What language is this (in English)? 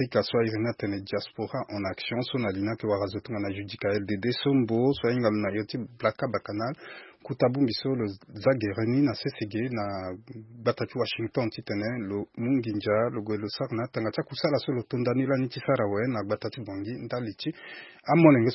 Sango